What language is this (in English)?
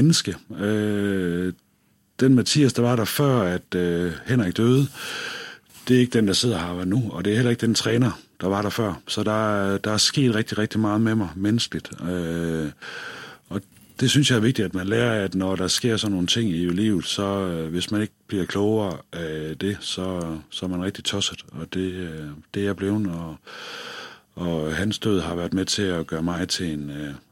Danish